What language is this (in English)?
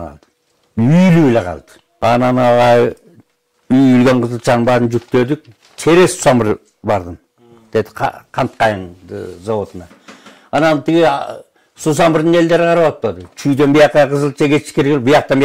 Kyrgyz